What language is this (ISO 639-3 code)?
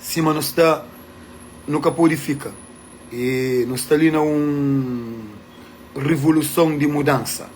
kea